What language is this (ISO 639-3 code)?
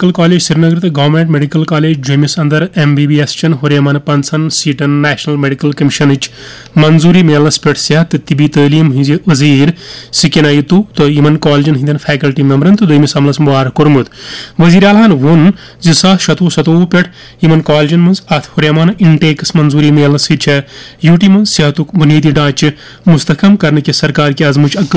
kas